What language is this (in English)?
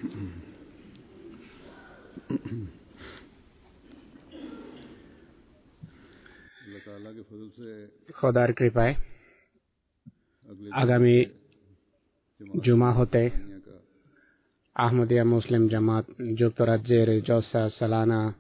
Bangla